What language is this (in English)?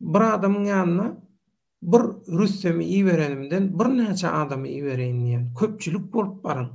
Turkmen